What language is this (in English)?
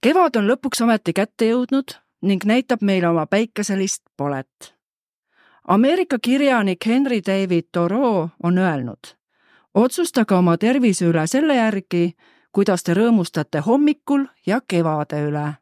Estonian